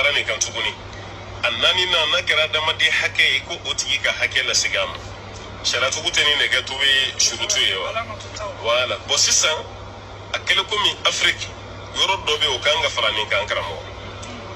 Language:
Bambara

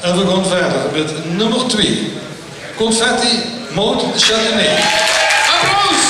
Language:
Limburgish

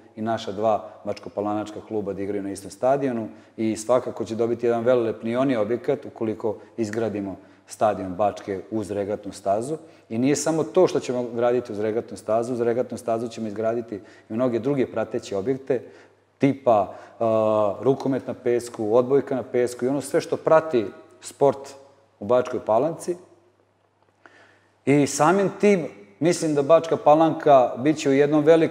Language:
Serbian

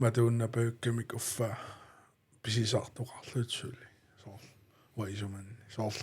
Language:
Kalaallisut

